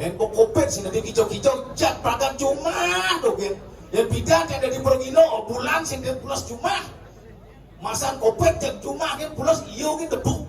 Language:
Balinese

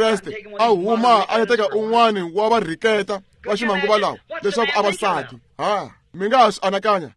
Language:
Tsonga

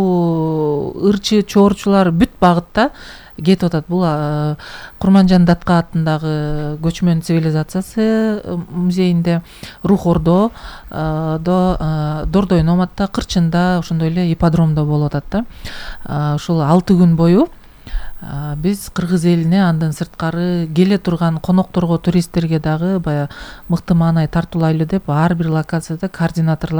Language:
Kyrgyz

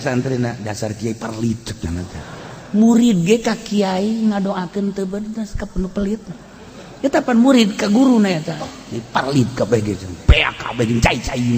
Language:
Sundanese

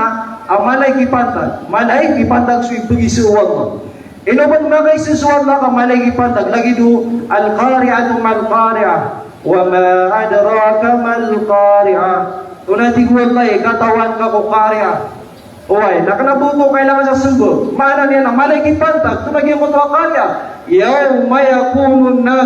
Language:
Maranao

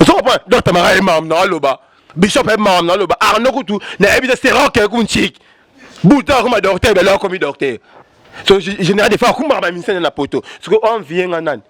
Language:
Lingala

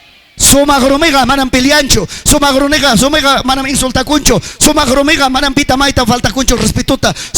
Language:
Ayacucho Quechua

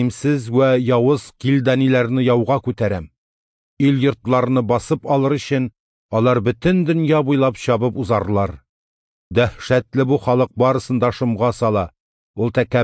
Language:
Tatar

